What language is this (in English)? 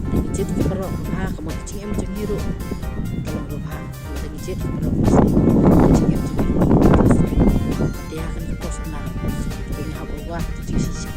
Khasi